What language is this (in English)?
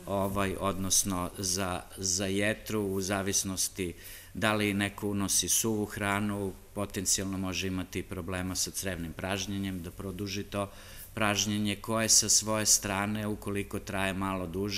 Serbian